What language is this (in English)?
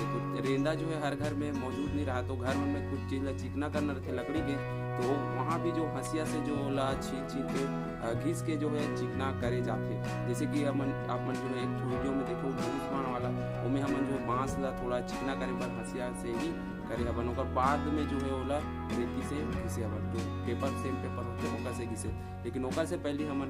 Chhattisgarhi